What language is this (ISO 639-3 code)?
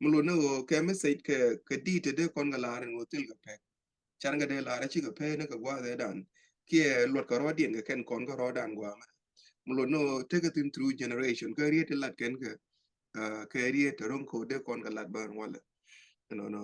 nus